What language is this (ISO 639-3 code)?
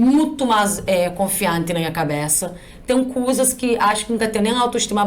kea